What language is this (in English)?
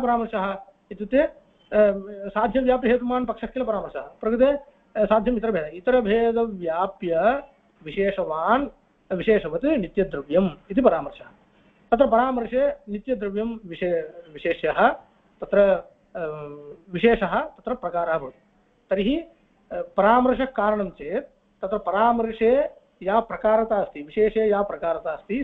Sanskrit